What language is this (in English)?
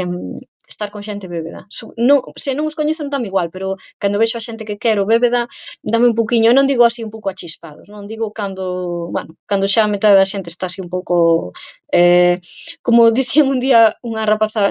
Galician